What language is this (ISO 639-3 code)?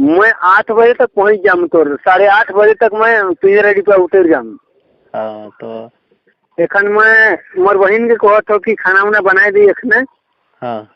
sck